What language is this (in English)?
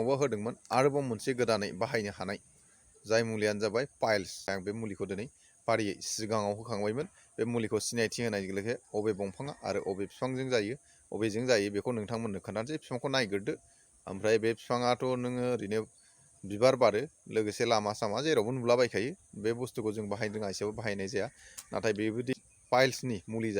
Bodo